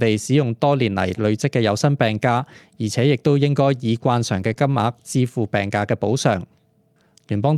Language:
Cantonese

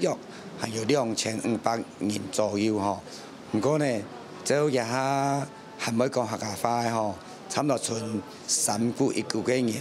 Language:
Hakka Chinese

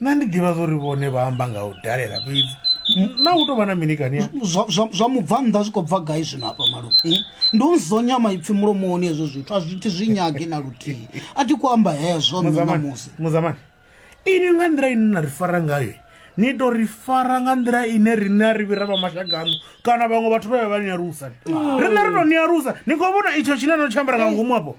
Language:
Venda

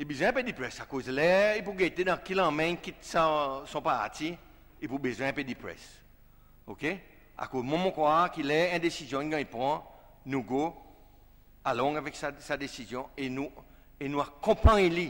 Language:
Seselwa Creole French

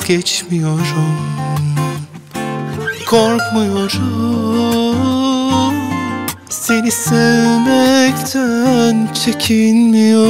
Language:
Turkish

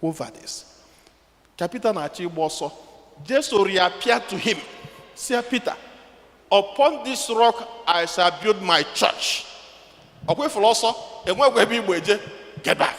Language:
Igbo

